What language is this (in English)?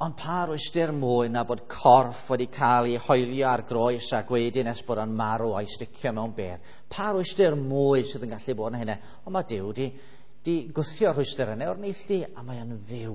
Welsh